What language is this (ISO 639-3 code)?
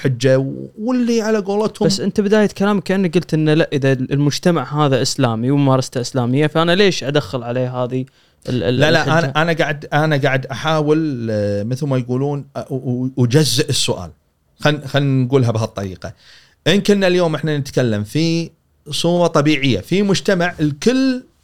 afb